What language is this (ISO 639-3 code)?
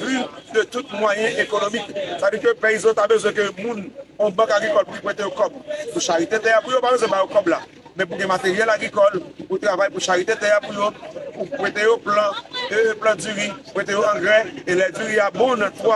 hat